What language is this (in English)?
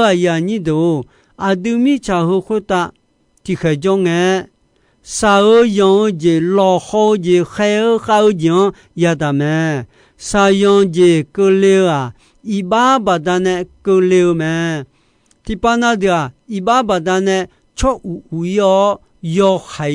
Akha